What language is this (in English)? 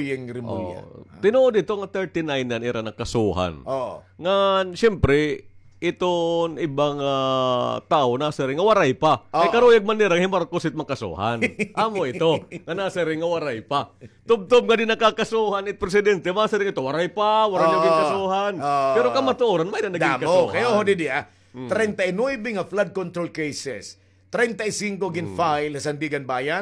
Waray